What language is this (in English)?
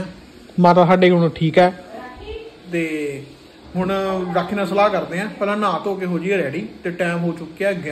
Punjabi